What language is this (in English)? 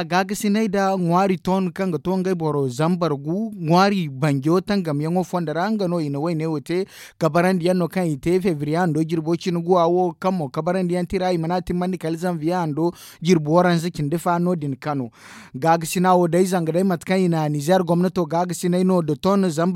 Zarma